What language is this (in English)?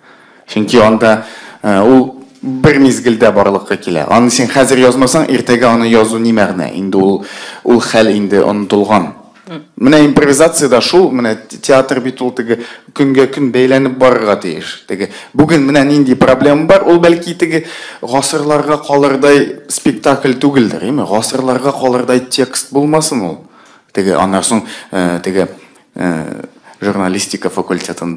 Tatar